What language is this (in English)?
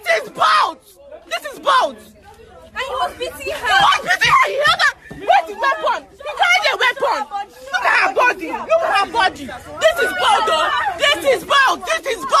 Nigerian Pidgin